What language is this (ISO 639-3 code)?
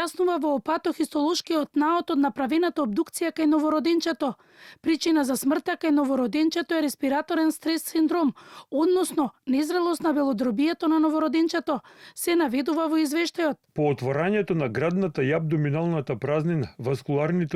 mkd